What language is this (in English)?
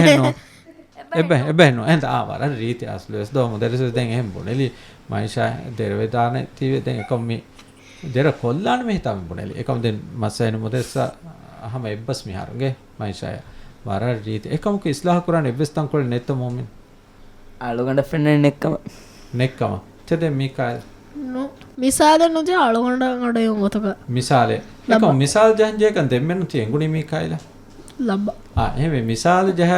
Divehi